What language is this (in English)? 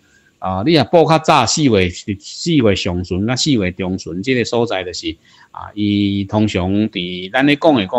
Min Nan Chinese